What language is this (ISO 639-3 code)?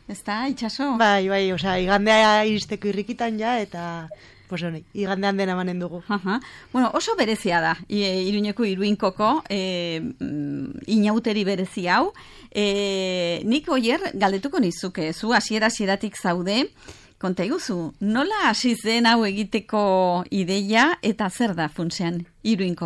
eus